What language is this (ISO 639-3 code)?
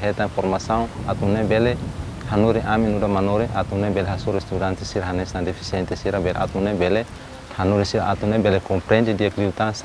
tet